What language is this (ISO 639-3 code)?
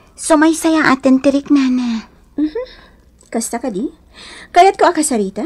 ilo